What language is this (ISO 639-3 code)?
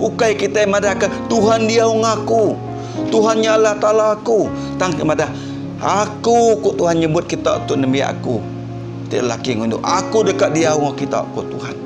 iba